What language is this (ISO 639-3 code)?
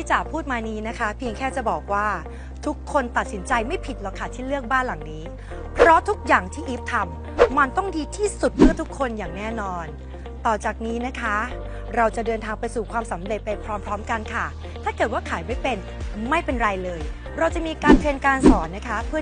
tha